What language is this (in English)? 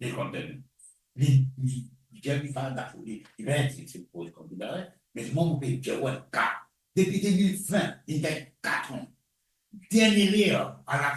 Morisyen